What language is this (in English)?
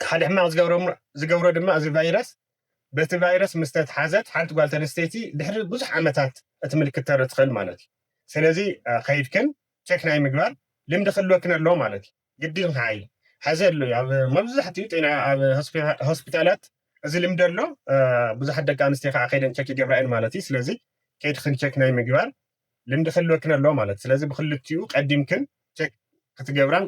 Tigrinya